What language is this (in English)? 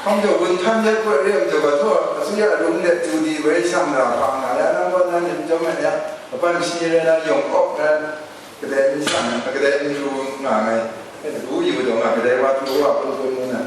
Kachin